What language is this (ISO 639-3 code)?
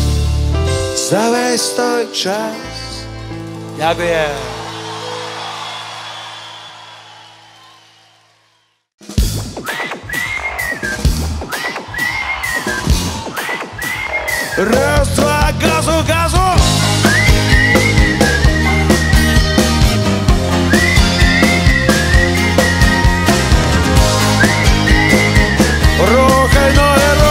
ukr